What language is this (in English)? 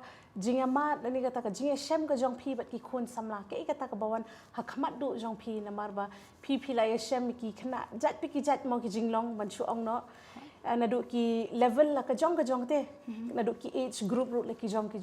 Khasi